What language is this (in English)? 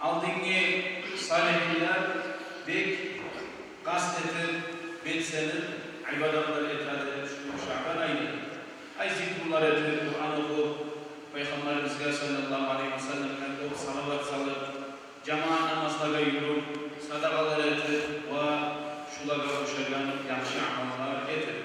Kumyk